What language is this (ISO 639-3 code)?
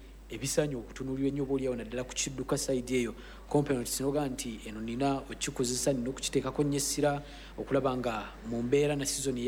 lug